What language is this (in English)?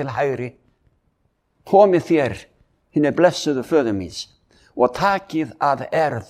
Icelandic